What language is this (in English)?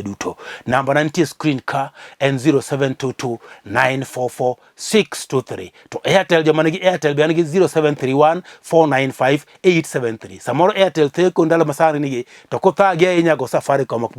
Luo (Kenya and Tanzania)